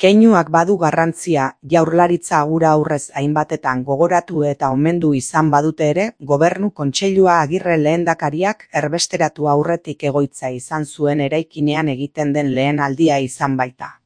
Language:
Basque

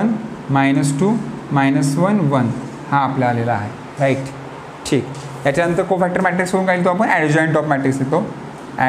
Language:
Marathi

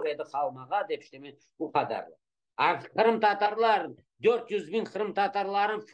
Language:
Crimean Tatar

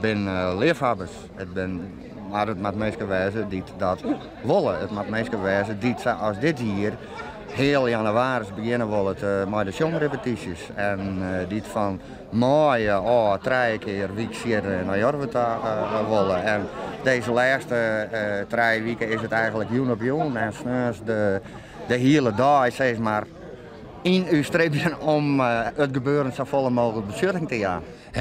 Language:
Western Frisian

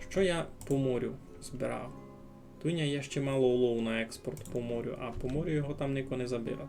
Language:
Rusyn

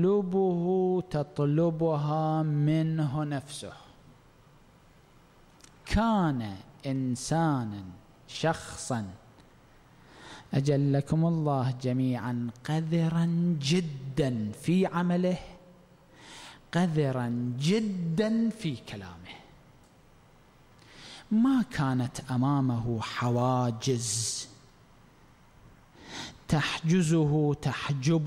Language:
Arabic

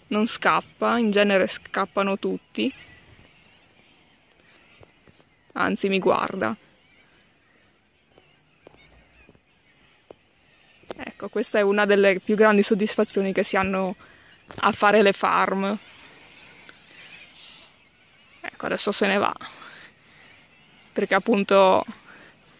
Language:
Italian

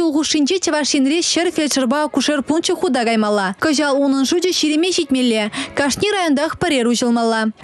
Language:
Chuvash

